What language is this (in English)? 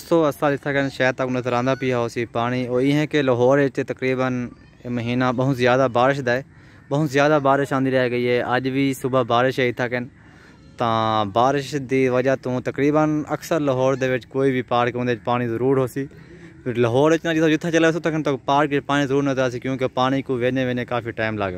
Saraiki